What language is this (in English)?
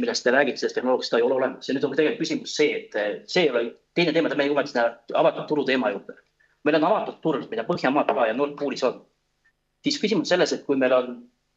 Estonian